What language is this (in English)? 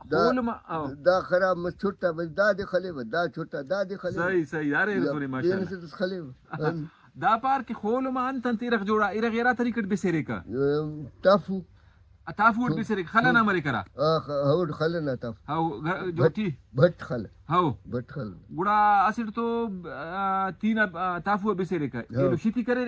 Brahui